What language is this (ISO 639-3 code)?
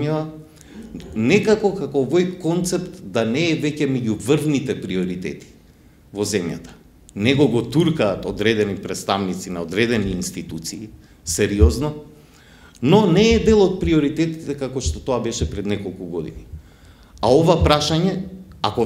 mkd